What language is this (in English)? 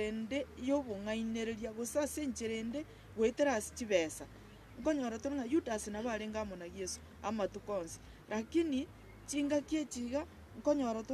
Gusii